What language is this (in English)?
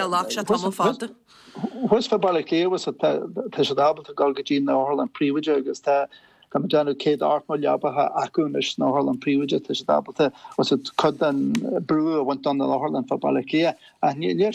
Irish